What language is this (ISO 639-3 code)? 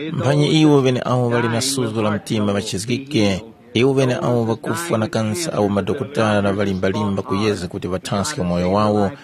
tum